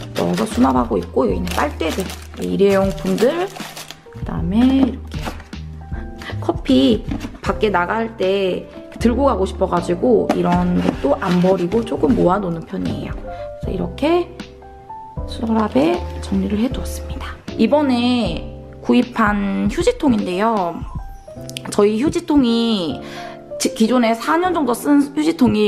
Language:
Korean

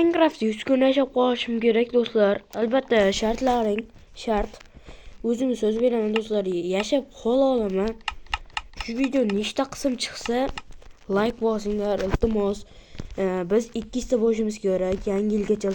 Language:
Uzbek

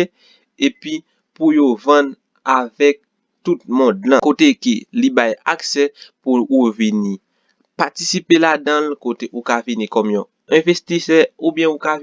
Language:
Haitian Creole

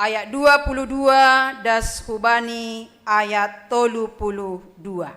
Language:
Batak Simalungun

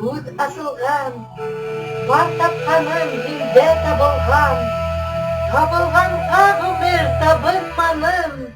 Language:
Bashkir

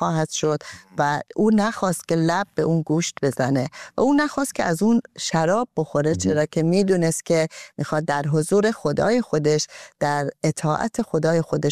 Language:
Persian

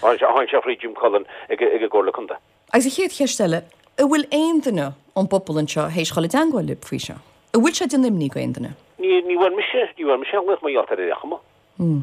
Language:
Irish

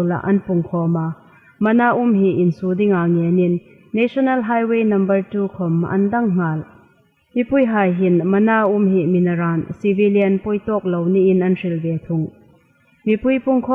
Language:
Hmar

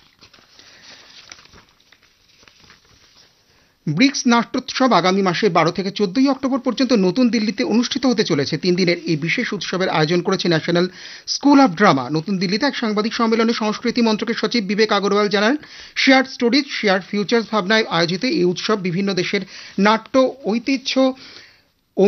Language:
Bangla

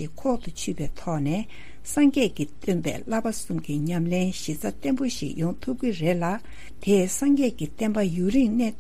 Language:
Tibetan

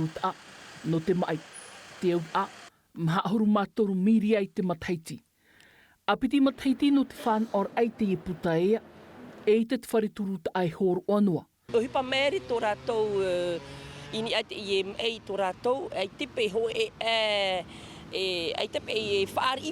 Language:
Tahitian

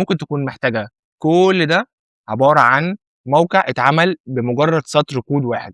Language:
Egyptian Arabic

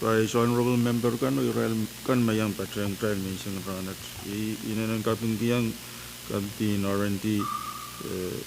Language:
Pohnpeian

